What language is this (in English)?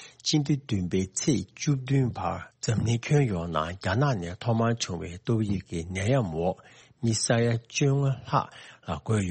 Tibetan